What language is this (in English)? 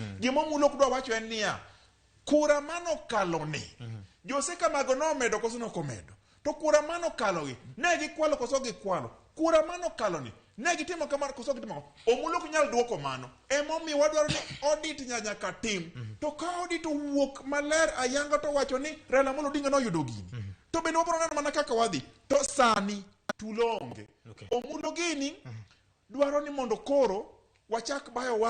Luo (Kenya and Tanzania)